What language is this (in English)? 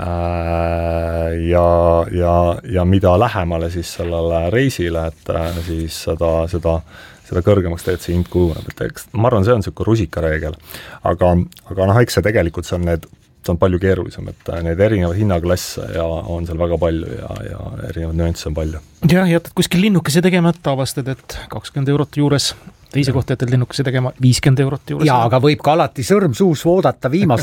Estonian